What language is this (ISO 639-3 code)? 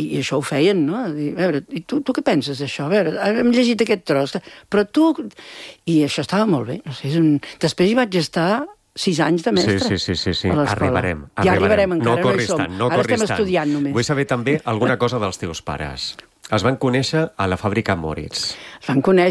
cat